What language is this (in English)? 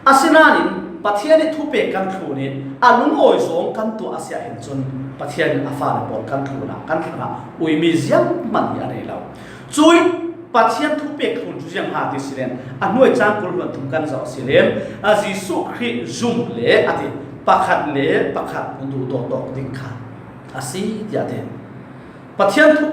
Falam Chin